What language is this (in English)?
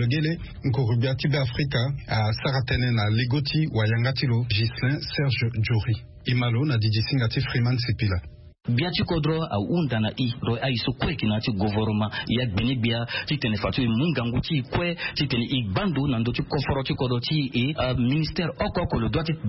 Sango